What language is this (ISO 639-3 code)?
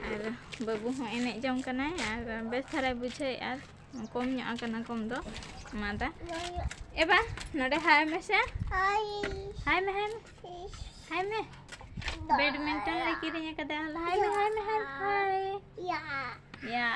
sat